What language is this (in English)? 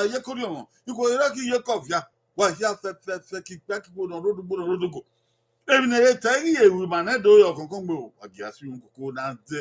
Bini